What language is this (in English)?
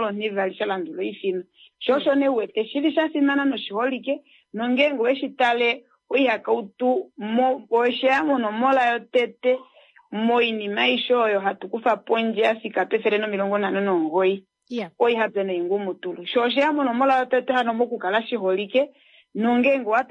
Kuanyama